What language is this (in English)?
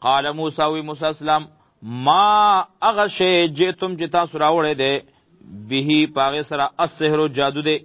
Pashto